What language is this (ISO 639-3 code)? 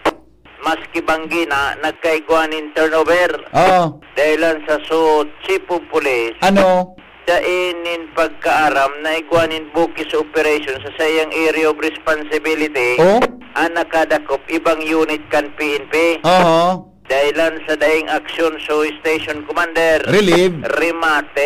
bik